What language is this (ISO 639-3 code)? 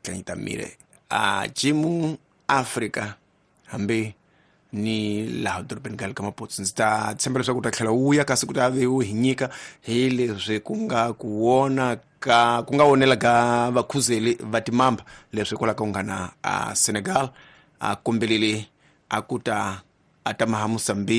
tso